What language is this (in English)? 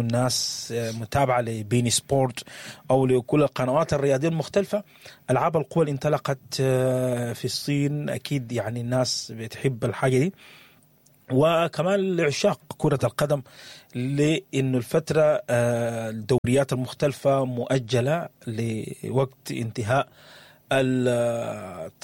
Sudanese Arabic